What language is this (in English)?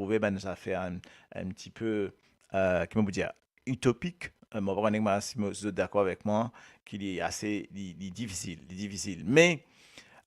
Morisyen